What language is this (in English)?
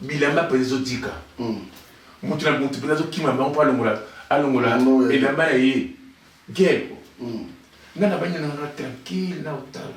Lingala